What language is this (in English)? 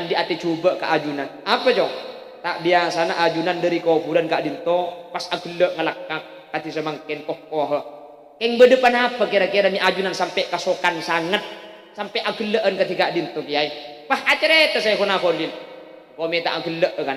Madurese